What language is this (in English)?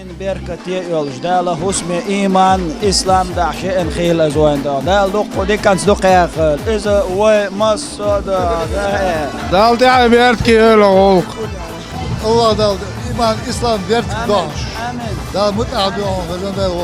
Chechen